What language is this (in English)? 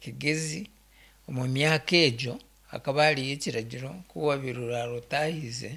Nyankole